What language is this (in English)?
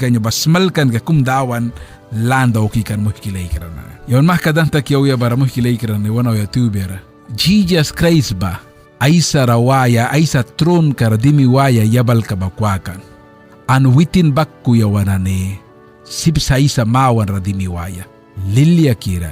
Mískito